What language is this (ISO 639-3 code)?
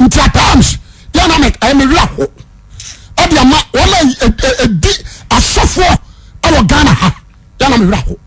aka